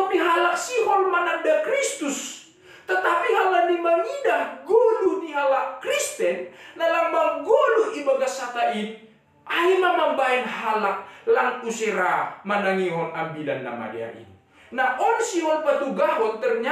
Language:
Batak Simalungun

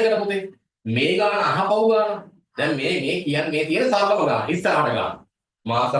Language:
Sinhala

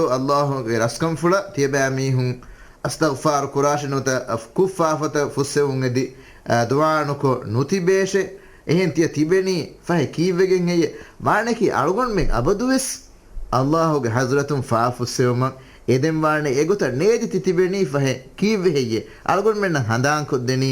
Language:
Divehi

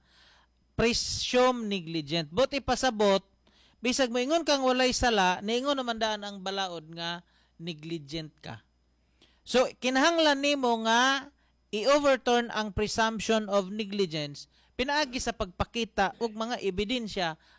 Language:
Cebuano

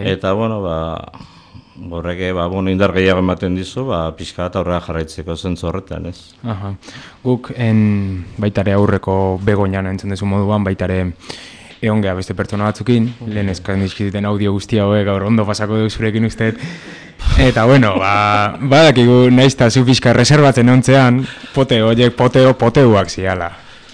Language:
Basque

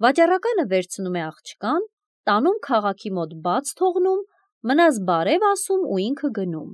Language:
Armenian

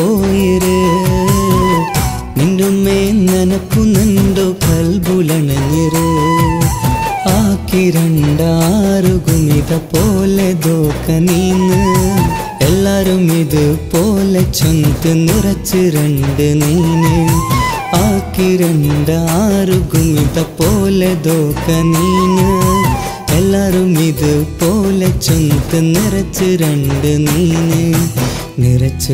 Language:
Malayalam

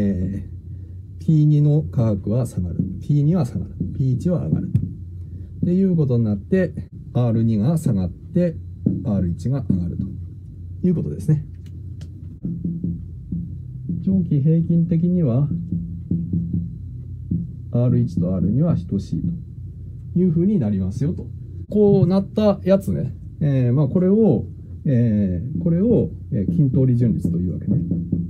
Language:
Japanese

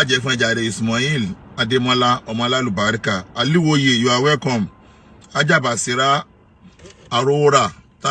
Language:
Yoruba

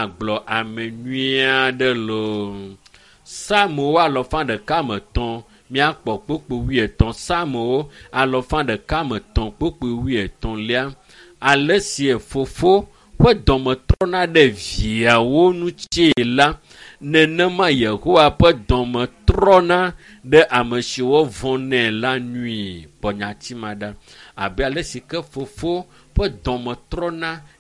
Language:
Ewe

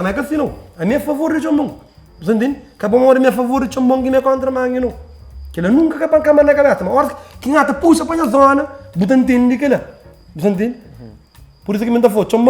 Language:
Kabuverdianu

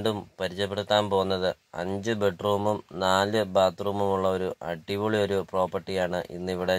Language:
Malayalam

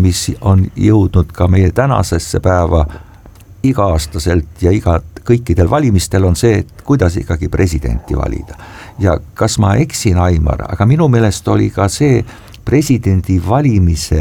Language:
Estonian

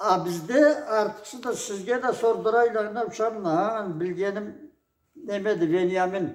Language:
Karachay-Balkar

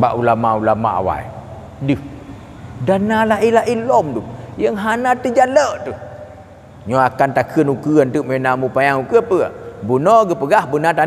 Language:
Achinese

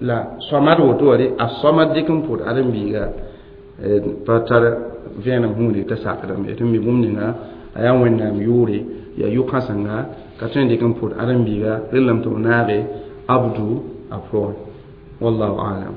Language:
Mossi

